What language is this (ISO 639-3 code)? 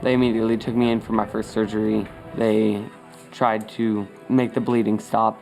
tah